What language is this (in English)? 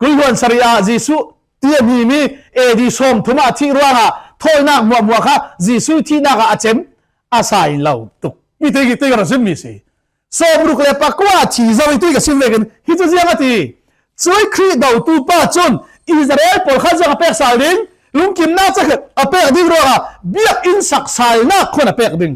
Falam Chin